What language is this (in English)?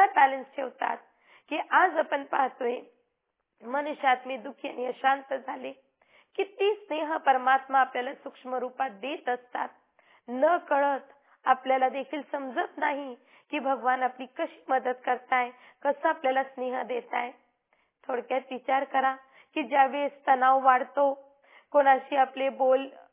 Marathi